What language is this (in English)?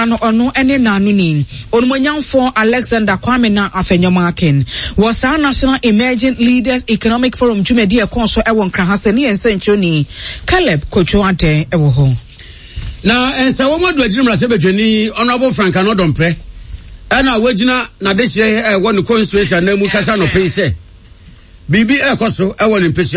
Akan